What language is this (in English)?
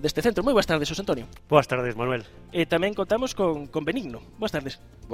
Galician